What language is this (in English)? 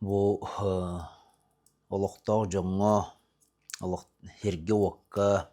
Yakut